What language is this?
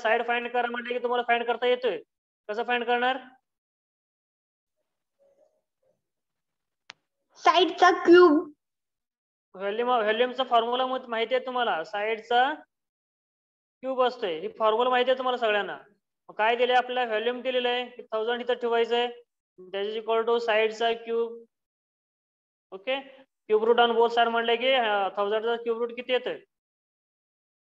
Marathi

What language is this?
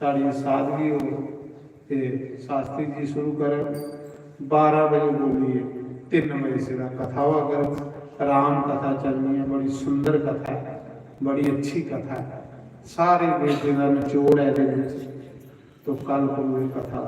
Dogri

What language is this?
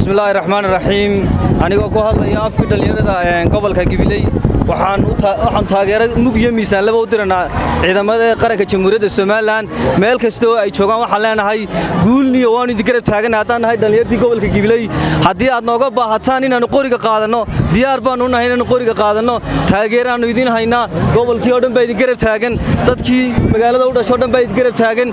Somali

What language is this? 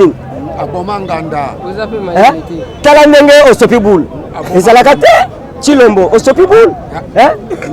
Lingala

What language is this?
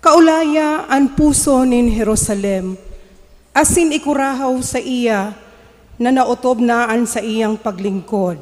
Bikol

